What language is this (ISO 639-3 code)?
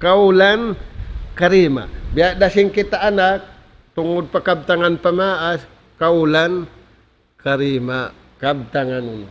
tsg